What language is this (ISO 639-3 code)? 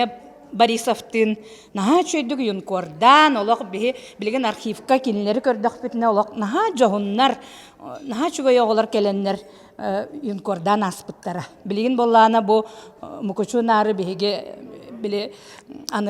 sah